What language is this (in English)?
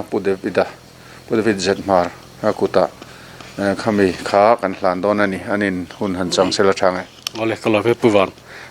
Mizo